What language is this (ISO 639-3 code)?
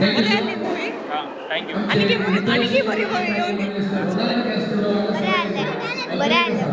kok